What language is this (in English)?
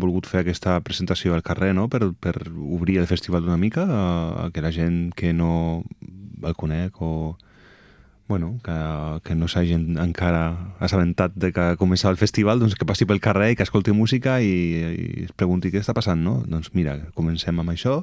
Catalan